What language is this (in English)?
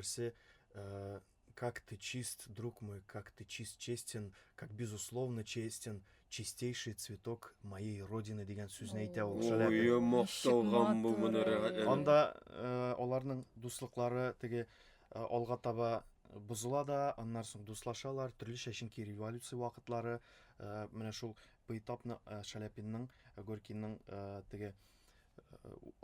Tatar